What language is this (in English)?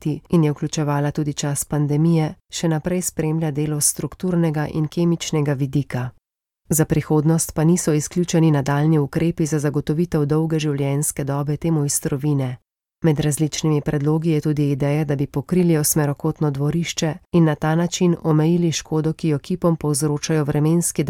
Slovenian